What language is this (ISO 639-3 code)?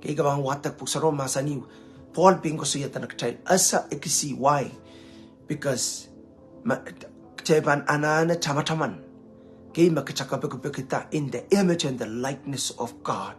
pon